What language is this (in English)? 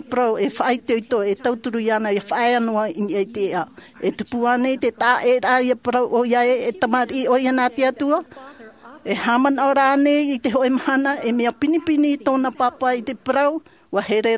Tahitian